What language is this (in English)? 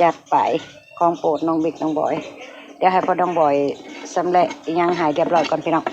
Northeastern Thai